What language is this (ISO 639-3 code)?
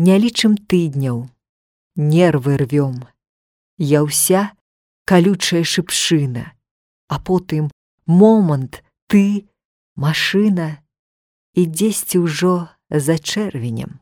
bel